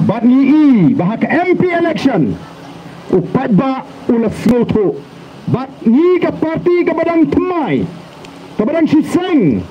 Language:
Khasi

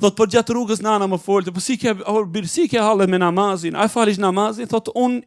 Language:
Albanian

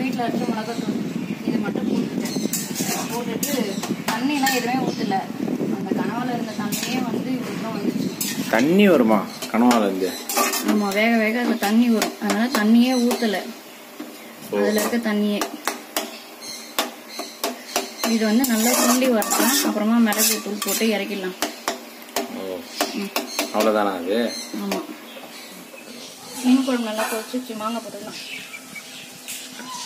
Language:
Tamil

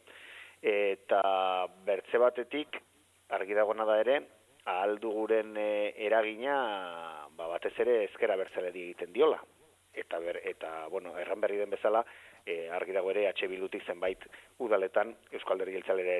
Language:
Basque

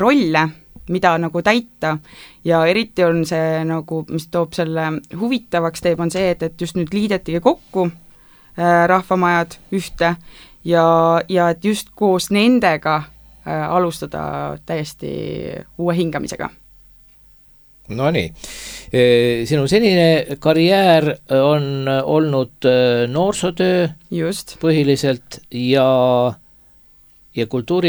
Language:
Estonian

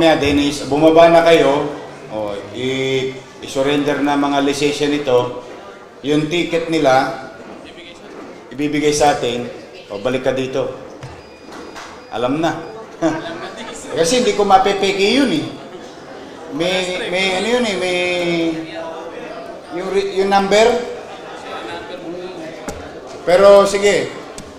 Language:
Filipino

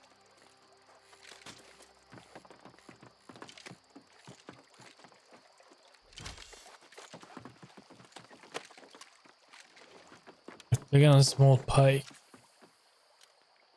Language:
Swedish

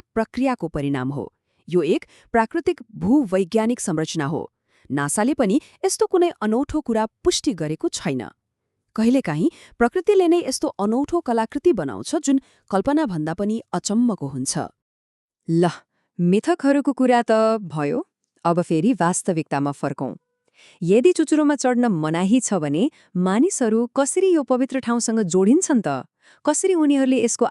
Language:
Nepali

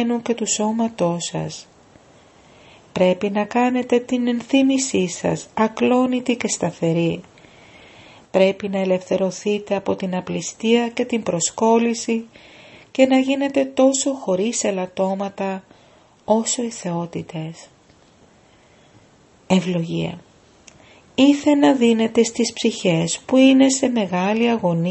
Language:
Greek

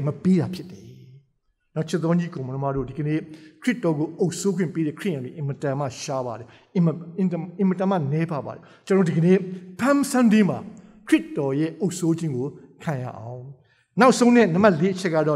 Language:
Burmese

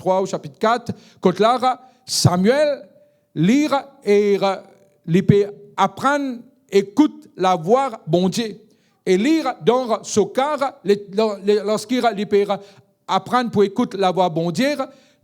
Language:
Morisyen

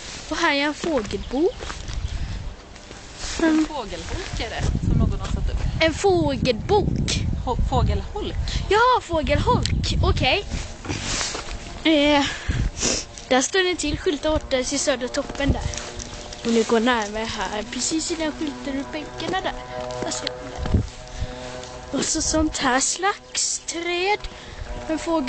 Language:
Swedish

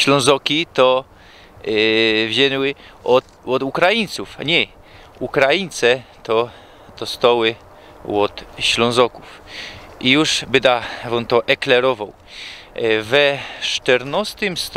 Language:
Silesian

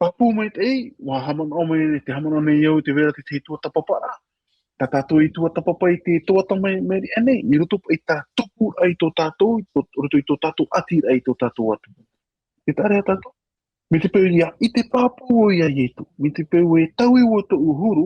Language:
Tahitian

